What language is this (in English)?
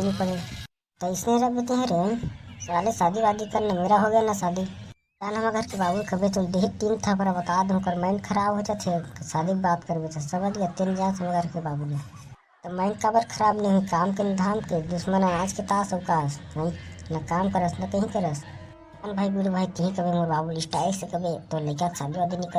Chhattisgarhi